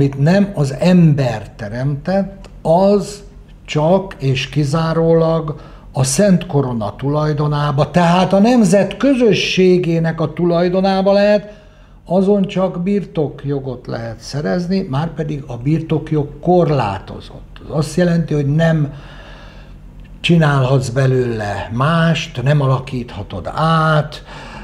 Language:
Hungarian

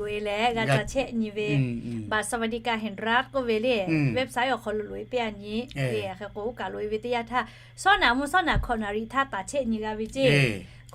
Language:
Lahu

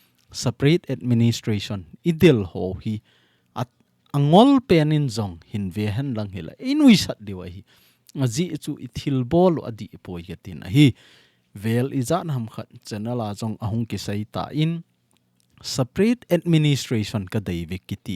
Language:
Thado Chin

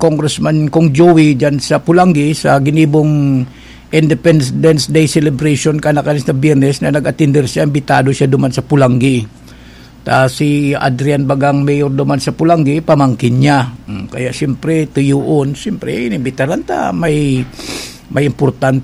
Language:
Bikol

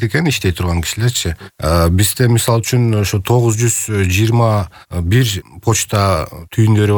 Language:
Kyrgyz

